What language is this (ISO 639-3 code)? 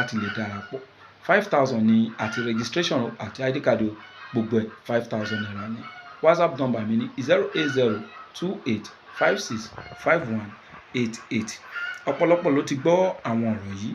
yor